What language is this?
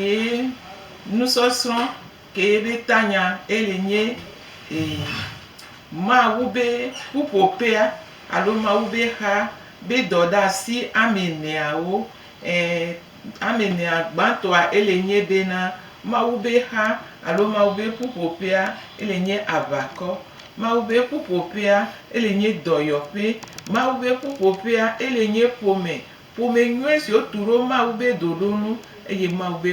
Gen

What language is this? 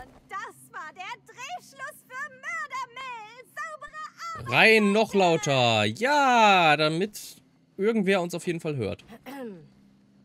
German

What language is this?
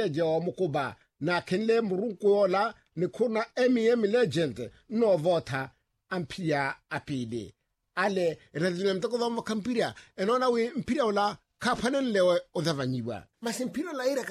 Makhuwa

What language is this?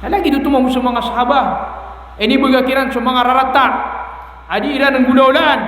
Maranao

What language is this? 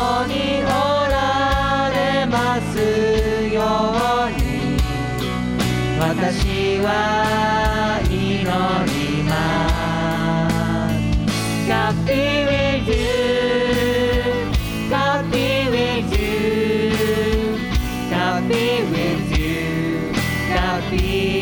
Japanese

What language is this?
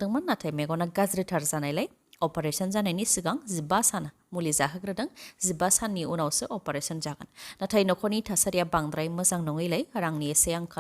Bodo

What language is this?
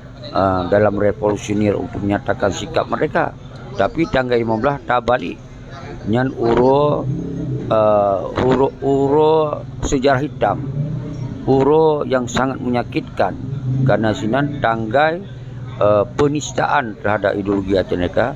Achinese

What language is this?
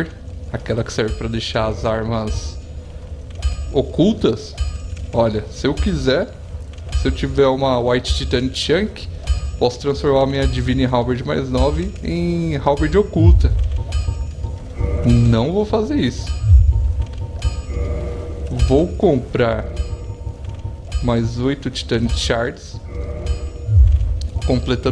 Portuguese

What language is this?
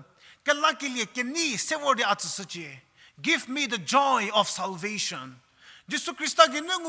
Angami Naga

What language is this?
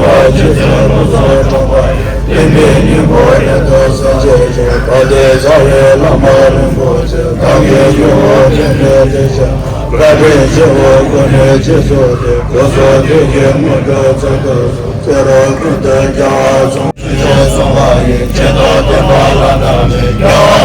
Tibetan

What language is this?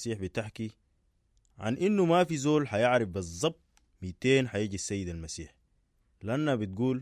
Sudanese Arabic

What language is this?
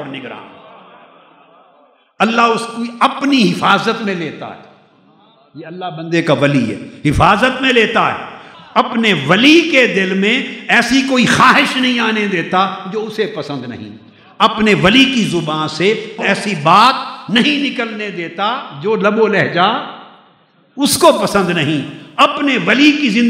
Urdu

